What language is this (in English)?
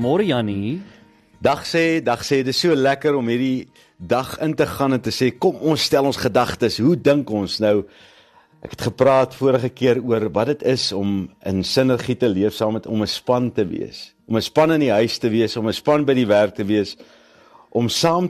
Afrikaans